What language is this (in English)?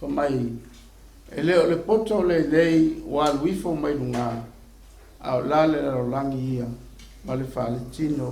Samoan